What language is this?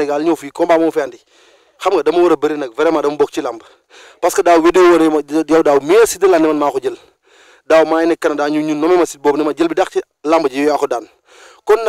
Wolof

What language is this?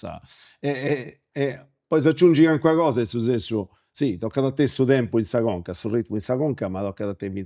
Sardinian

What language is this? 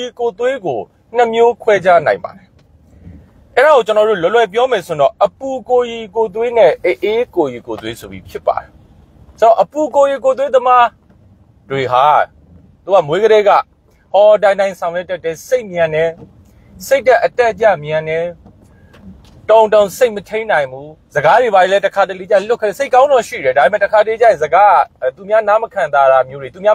Burmese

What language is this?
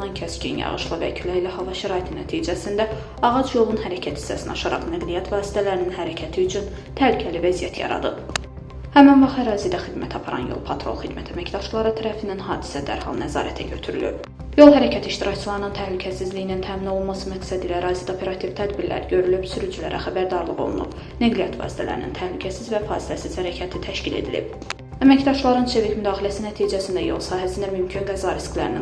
Azerbaijani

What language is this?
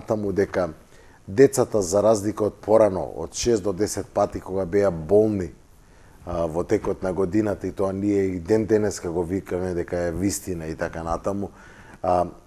Macedonian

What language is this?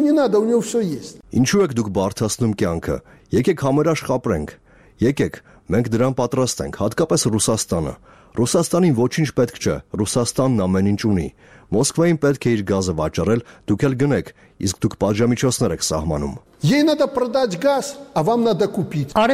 Armenian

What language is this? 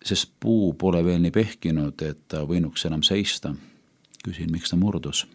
Estonian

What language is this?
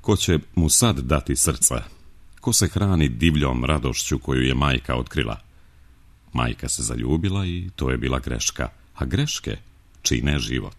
Serbian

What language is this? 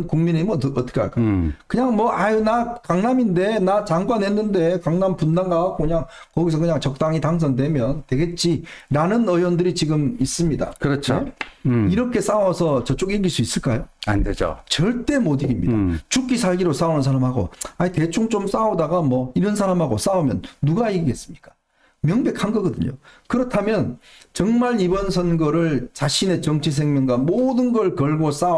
Korean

